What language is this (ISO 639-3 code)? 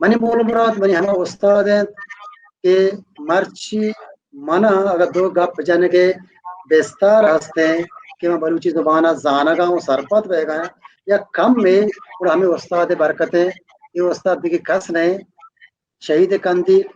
bal